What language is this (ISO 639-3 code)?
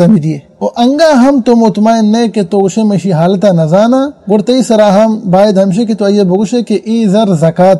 bal